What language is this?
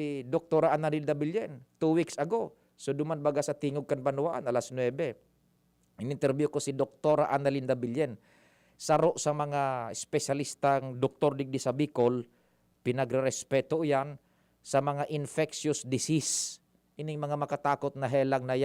Bikol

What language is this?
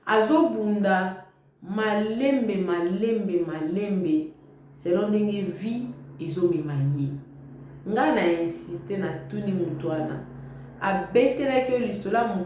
Lingala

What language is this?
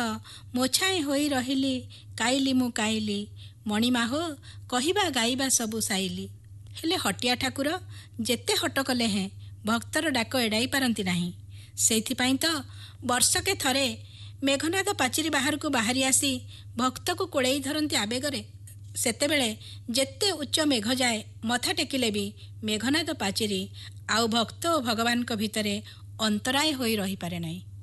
Odia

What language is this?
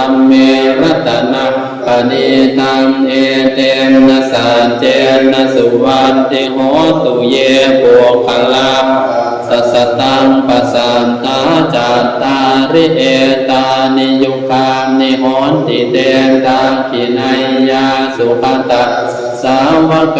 Pali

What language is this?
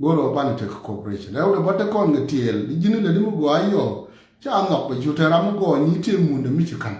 Nuer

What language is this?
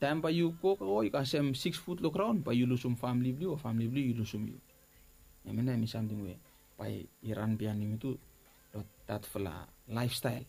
Bislama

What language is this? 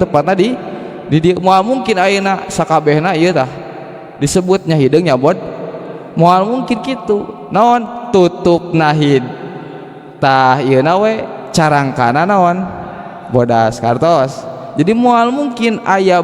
Sundanese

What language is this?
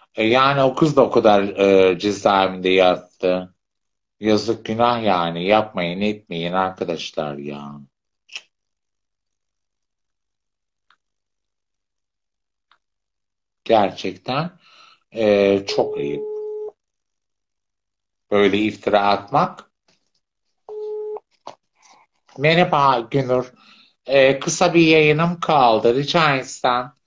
Turkish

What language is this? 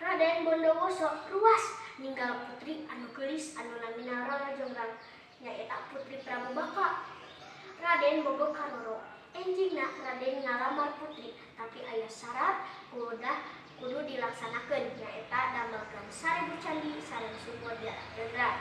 Sundanese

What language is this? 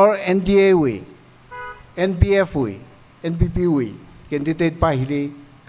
Tangkhul Naga (India)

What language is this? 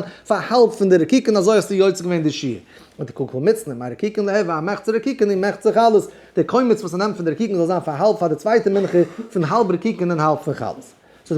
Yiddish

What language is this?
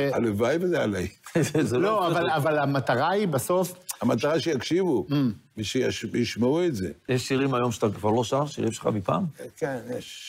Hebrew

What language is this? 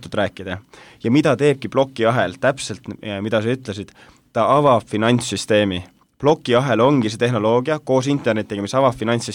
Estonian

